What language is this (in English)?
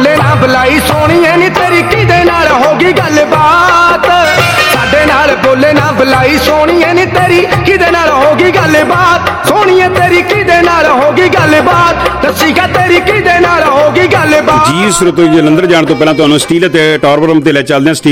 Punjabi